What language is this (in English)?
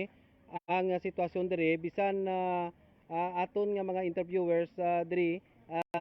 Hiligaynon